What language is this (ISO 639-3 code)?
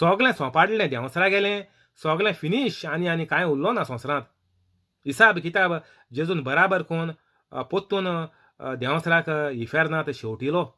kok